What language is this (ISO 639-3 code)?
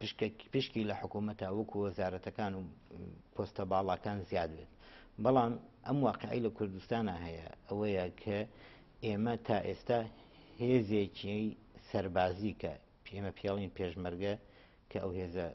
ckb